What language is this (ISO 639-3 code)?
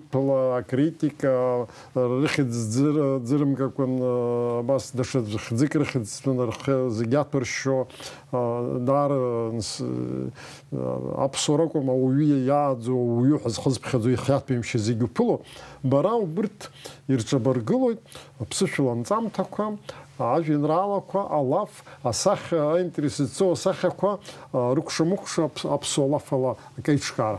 abk